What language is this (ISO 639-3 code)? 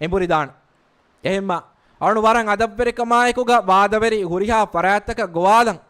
div